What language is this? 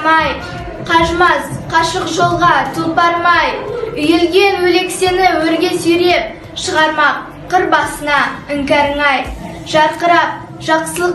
Kazakh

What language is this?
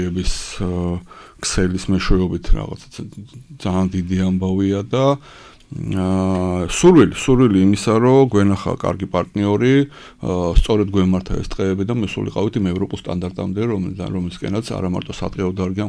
Georgian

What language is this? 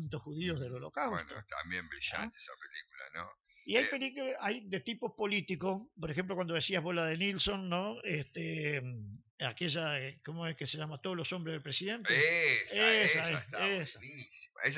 Spanish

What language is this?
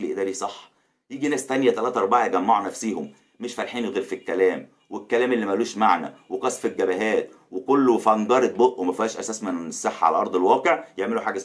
Egyptian Arabic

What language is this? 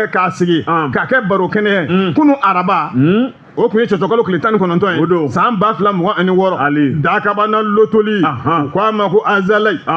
Bambara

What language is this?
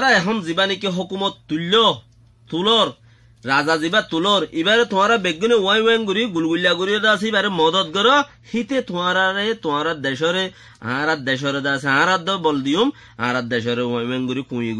Rohingya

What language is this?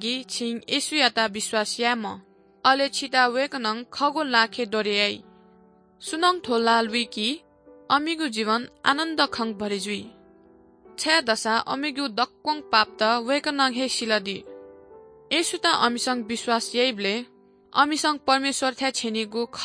Newari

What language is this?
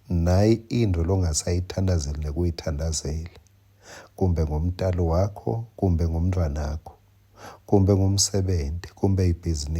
Swati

